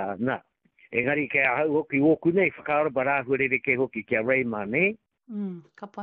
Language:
Māori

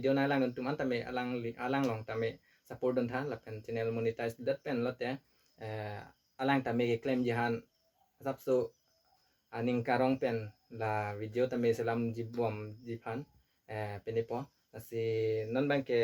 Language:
Karbi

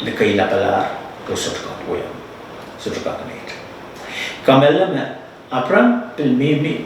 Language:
Pohnpeian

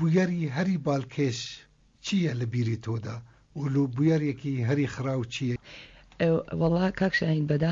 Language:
Central Kurdish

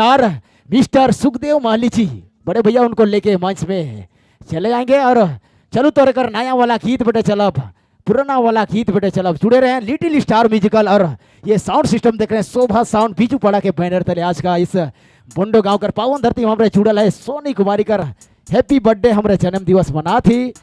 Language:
Sadri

